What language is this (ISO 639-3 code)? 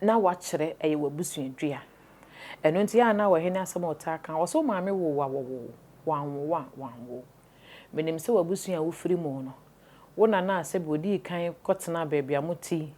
aka